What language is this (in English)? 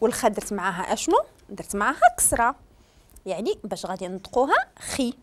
Moroccan Arabic